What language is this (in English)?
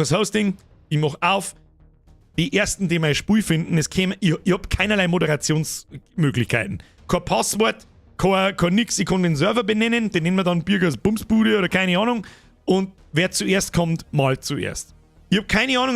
Bavarian